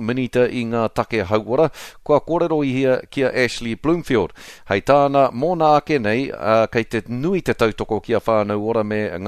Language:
Māori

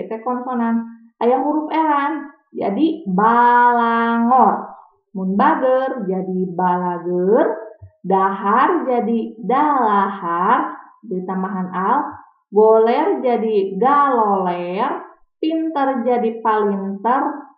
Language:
Sundanese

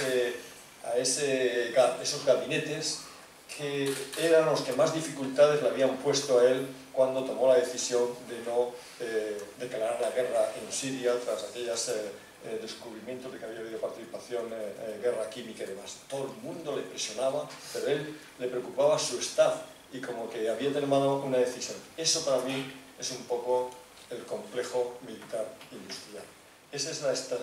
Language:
Spanish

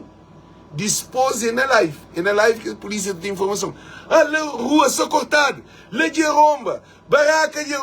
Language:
Kabuverdianu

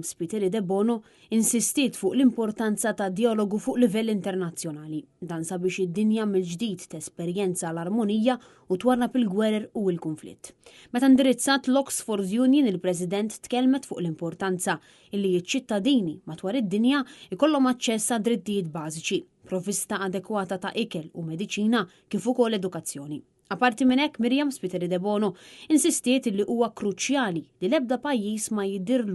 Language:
Maltese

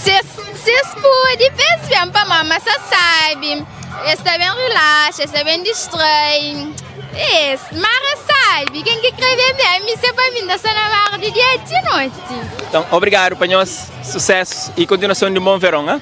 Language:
Kabuverdianu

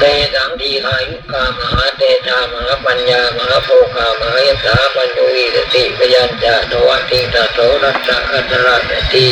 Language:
Pali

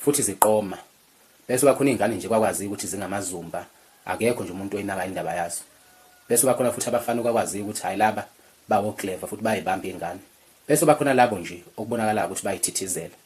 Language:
Zulu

